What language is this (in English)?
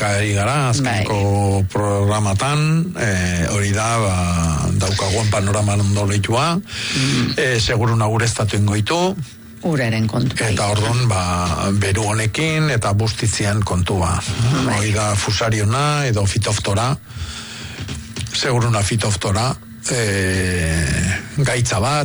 Basque